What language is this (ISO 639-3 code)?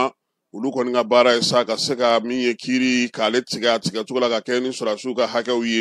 bam